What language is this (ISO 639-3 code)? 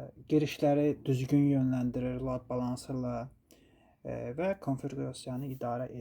aze